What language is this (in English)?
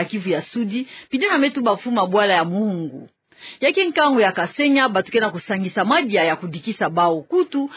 Kituba (Democratic Republic of Congo)